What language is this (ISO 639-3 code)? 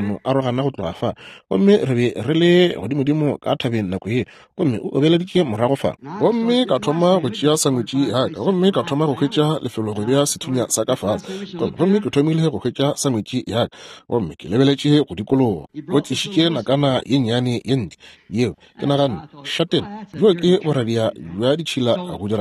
nso